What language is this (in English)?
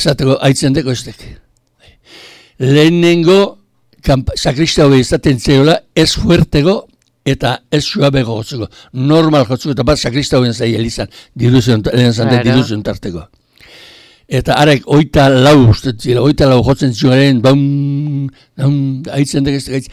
Basque